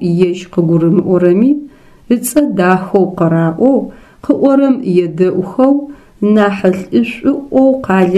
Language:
Adyghe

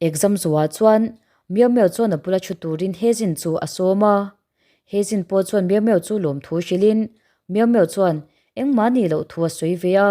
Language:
Mizo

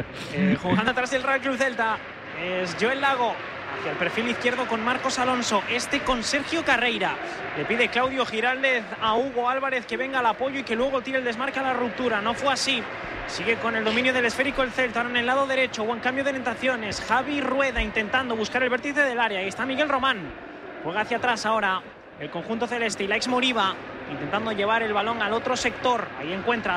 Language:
Spanish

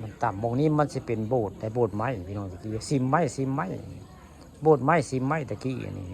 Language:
Northeastern Thai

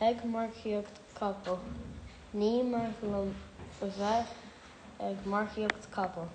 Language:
Irish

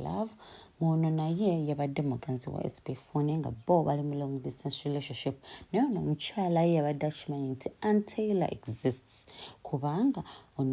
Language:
Ganda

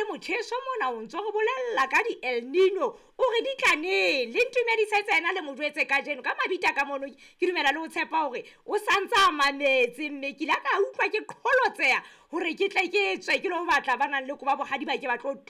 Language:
Southern Sotho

